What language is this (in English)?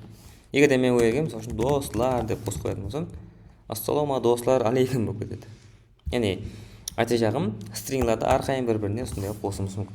Kara-Kalpak